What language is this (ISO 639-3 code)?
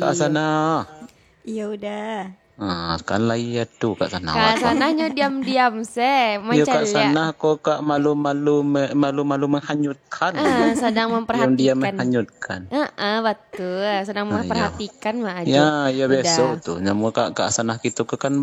min